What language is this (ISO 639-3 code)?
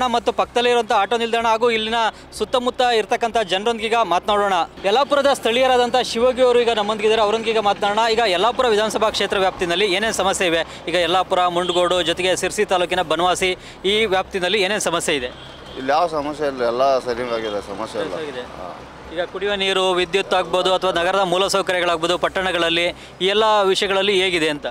kan